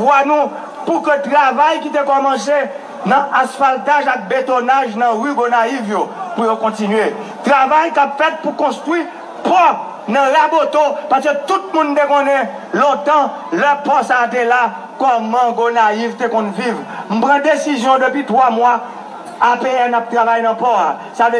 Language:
Haitian Creole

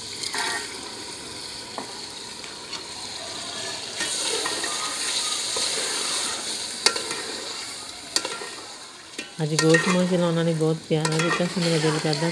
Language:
Punjabi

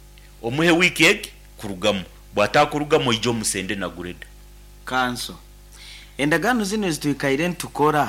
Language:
Nyankole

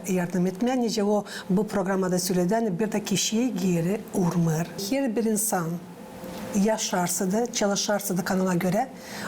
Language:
Gagauz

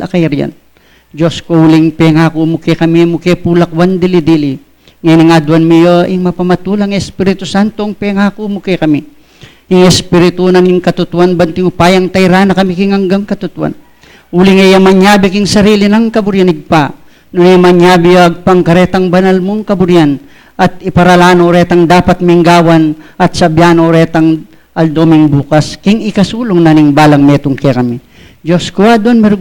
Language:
Pampanga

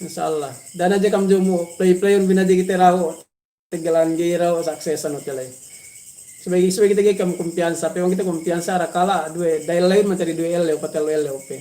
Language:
Yakan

